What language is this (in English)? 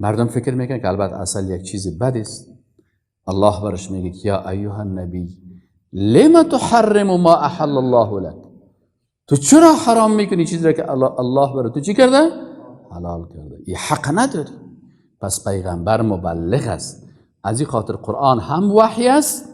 Persian